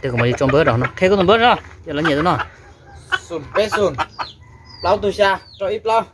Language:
Hmong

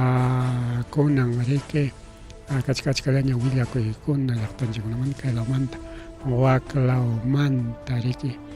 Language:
Ayacucho Quechua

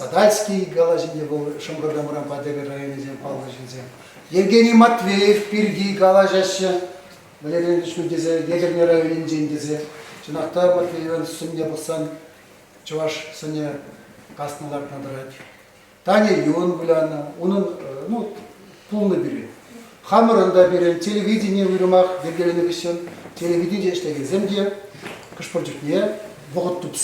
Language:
Chuvash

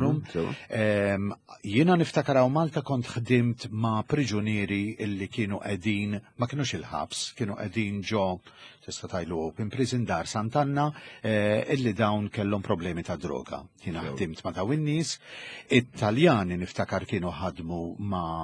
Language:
Maltese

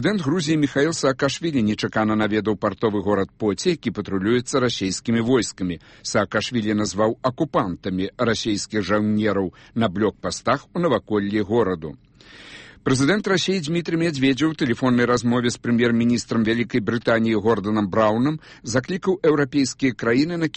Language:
Belarusian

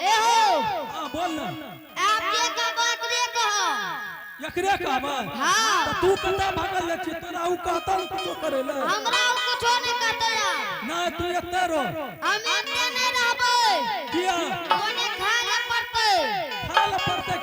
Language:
Angika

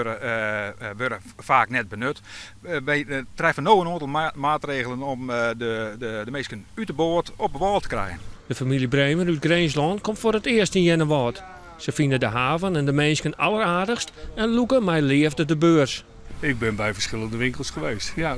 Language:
Western Frisian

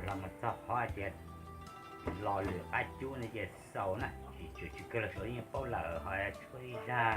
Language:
Hmong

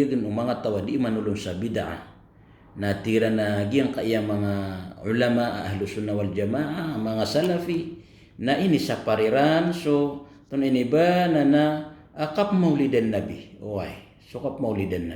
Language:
Maranao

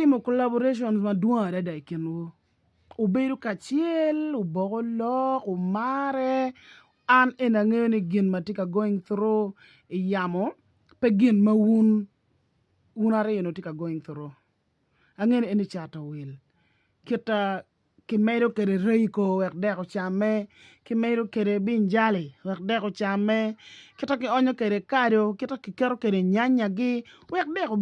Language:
Acoli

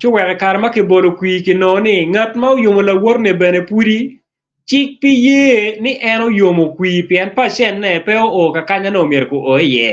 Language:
Acoli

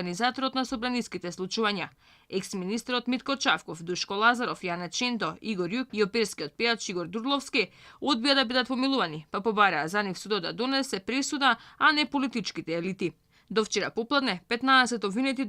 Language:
Macedonian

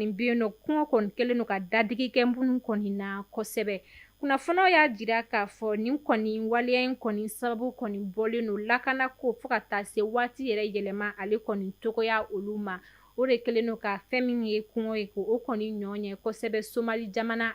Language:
Bambara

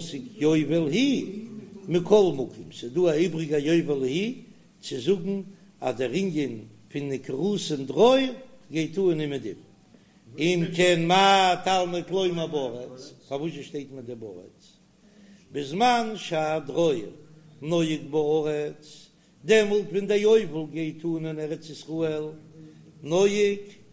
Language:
Yiddish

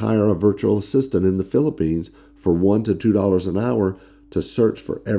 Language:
English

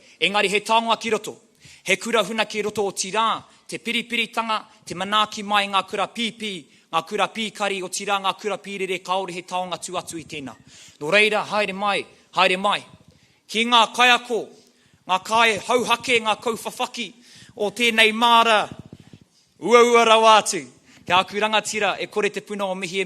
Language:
Māori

